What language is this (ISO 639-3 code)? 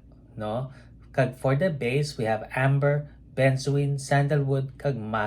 hil